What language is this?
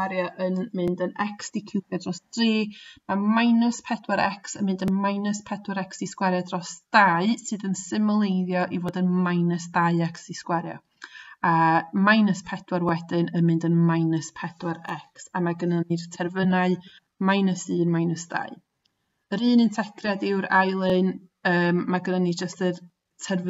Welsh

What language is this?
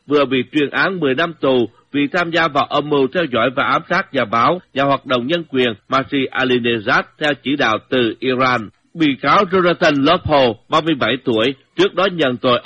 Vietnamese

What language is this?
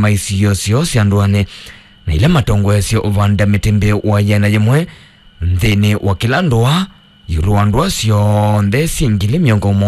Kamba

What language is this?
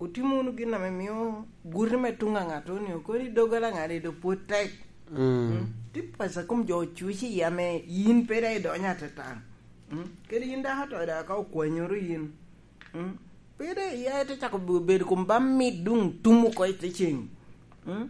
Lango (Uganda)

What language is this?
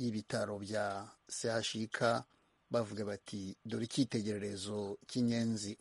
Kinyarwanda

